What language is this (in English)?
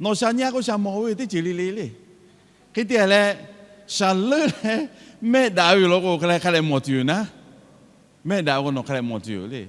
Lahu